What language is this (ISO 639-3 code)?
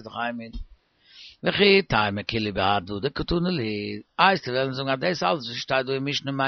yid